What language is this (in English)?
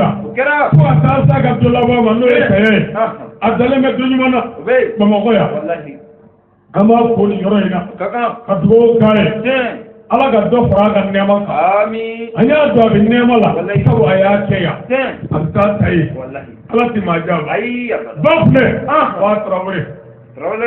Bambara